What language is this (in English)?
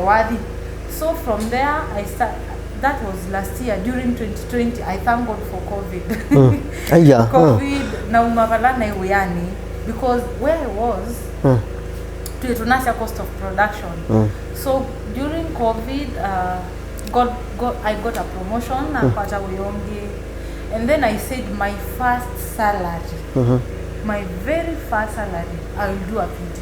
Kamba